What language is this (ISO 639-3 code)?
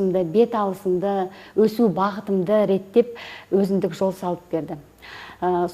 kaz